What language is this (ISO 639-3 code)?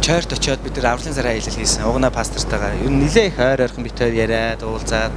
mon